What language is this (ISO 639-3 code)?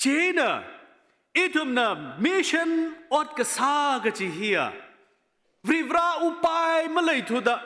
nmf